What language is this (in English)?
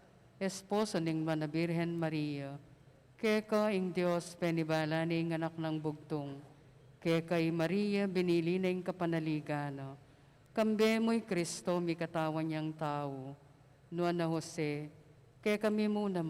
Pampanga